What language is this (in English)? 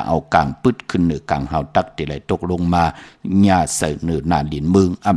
Shan